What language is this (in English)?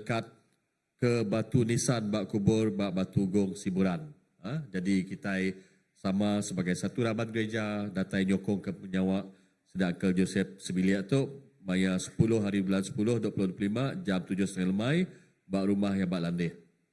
Iban